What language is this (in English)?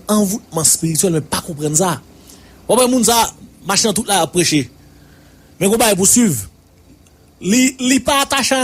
Haitian Creole